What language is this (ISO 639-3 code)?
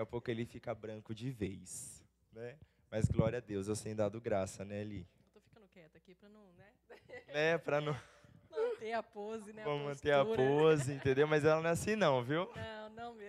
por